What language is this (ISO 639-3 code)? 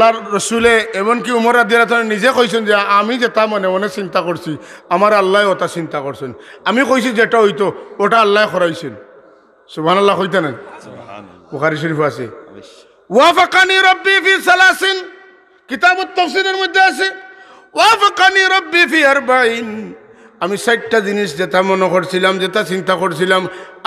syl